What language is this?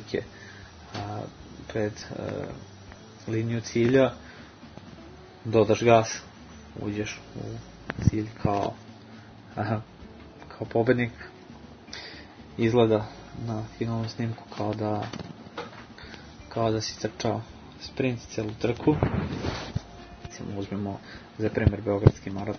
Serbian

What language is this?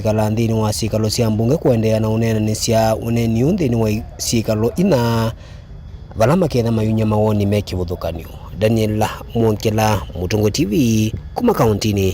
Kamba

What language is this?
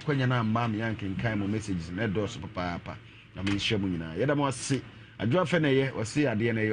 Akan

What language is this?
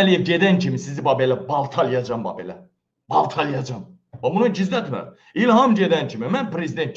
Azerbaijani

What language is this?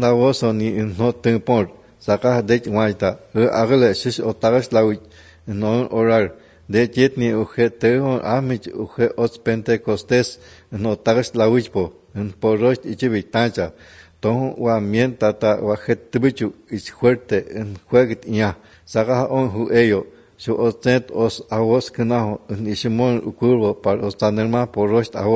Basque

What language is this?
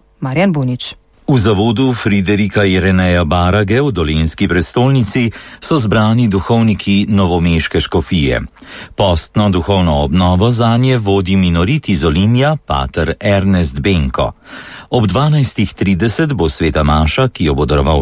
Slovenian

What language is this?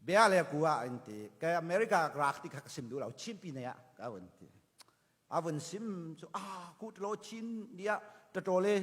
Falam Chin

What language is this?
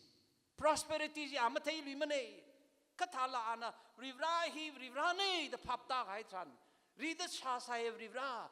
Tangkhul Naga (India)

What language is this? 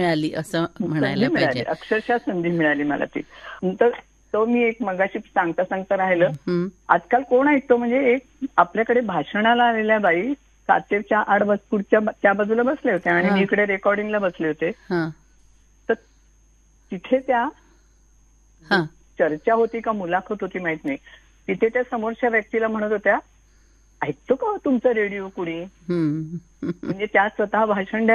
Marathi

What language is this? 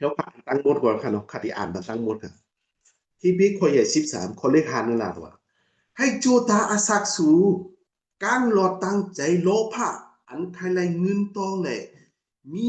Shan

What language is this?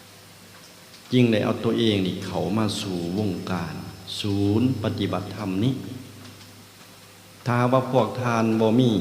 Lao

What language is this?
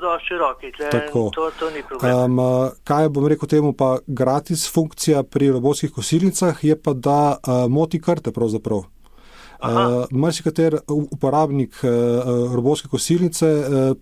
Slovenian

